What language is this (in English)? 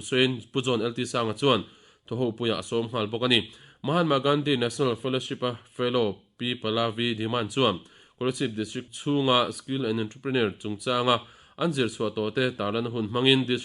Mizo